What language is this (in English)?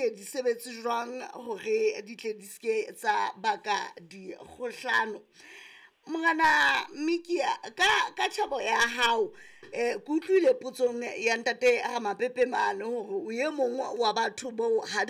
Southern Sotho